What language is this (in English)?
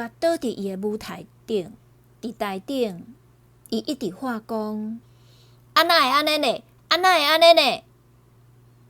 Min Nan Chinese